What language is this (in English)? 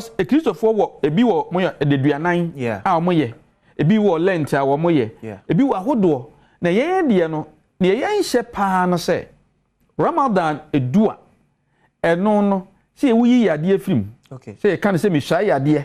Akan